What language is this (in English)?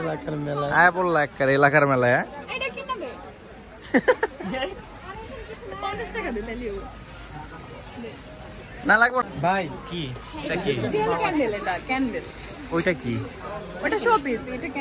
Bangla